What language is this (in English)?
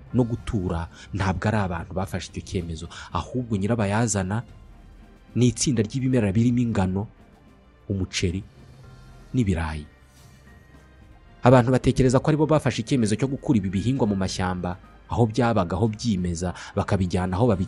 Kinyarwanda